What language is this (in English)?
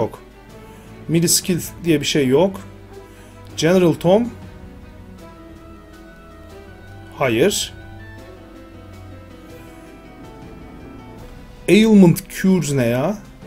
Turkish